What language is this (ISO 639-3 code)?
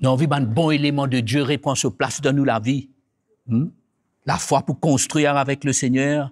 mfe